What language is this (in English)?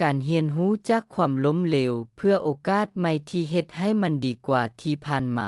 Lao